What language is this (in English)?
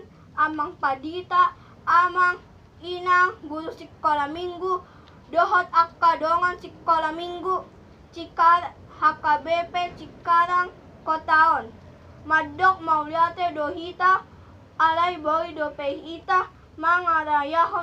Batak Toba